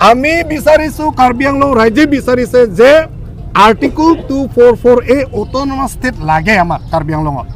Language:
Karbi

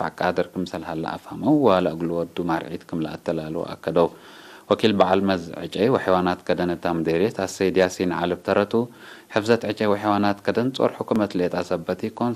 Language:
Tigre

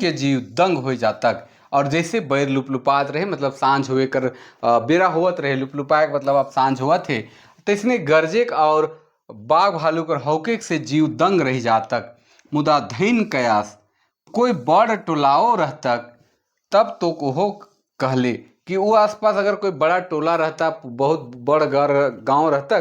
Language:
Sadri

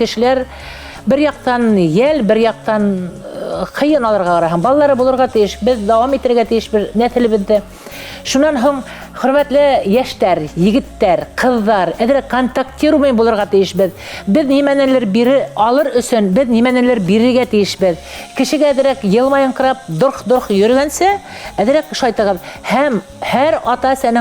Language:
Bashkir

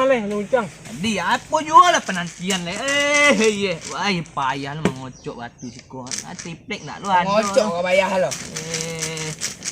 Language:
Minangkabau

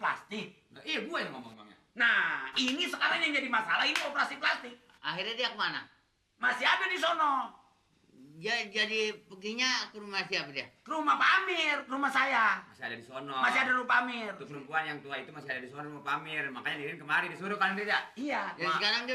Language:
Betawi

